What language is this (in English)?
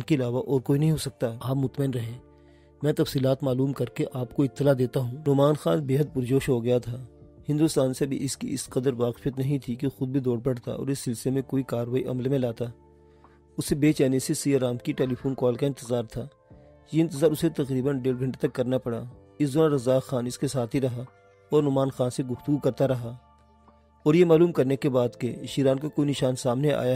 Urdu